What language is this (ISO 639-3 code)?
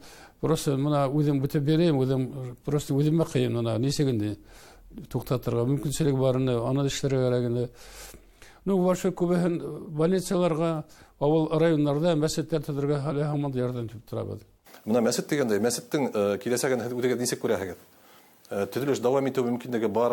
bak